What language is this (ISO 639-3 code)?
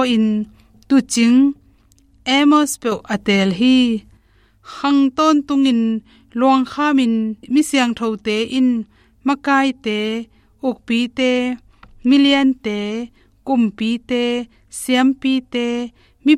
ctd